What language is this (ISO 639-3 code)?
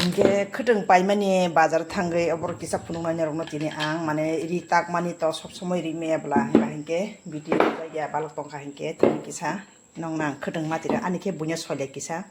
trp